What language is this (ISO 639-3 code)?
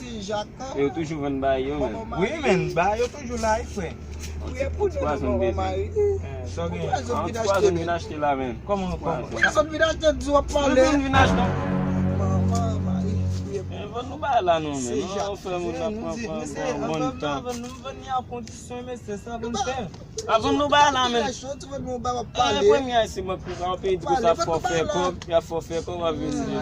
hat